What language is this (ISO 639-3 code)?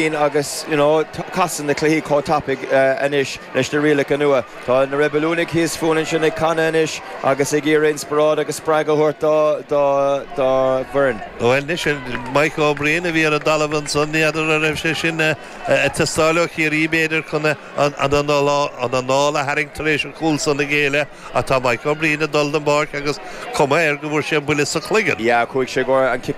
gle